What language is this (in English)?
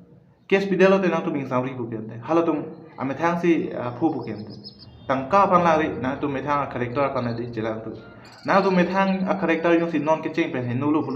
Karbi